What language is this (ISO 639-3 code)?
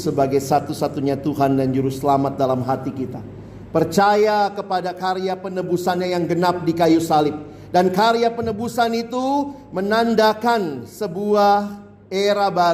ind